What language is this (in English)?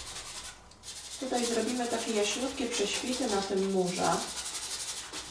Polish